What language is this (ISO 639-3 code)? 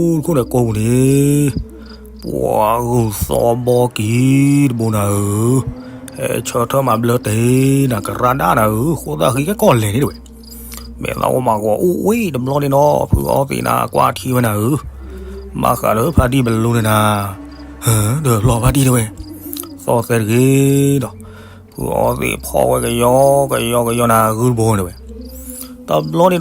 ksw